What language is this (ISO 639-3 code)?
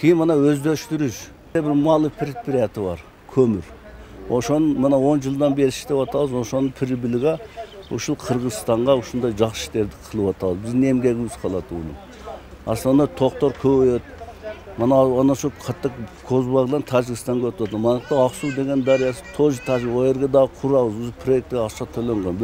kir